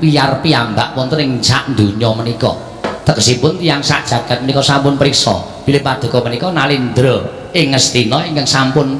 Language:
Javanese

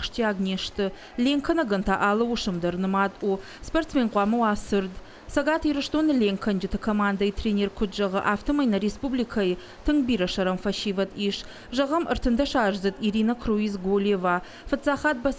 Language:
Ossetic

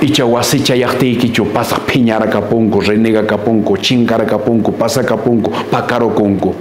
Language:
Quechua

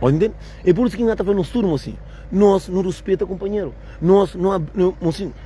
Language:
Kabuverdianu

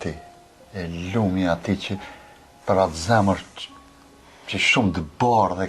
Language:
Albanian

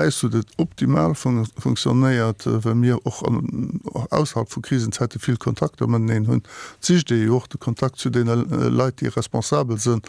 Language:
Luxembourgish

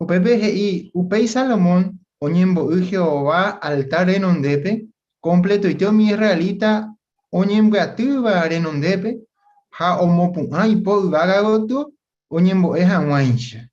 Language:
Guarani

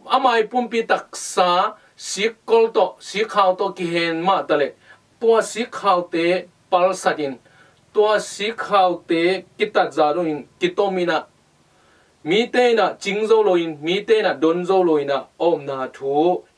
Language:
Tedim Chin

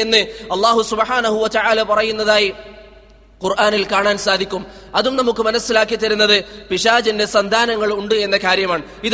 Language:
Malayalam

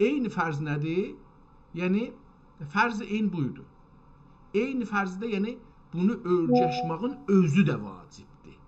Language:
South Azerbaijani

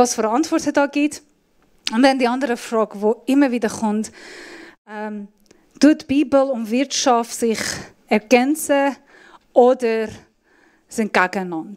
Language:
Swiss German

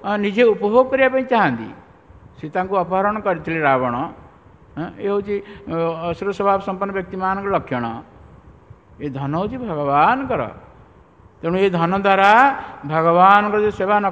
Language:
Odia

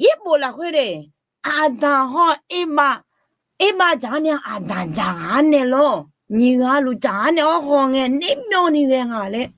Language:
Akha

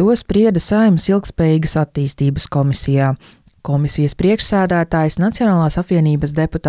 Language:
Latvian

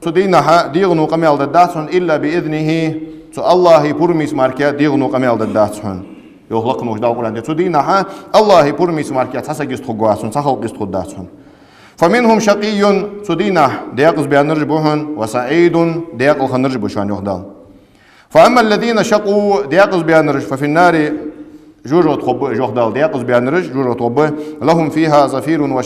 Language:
Ingush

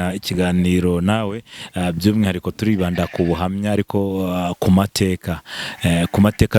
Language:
Kinyarwanda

